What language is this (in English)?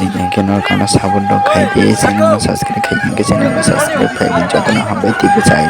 Kok Borok